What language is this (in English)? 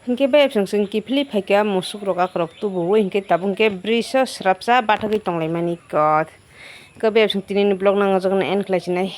Kok Borok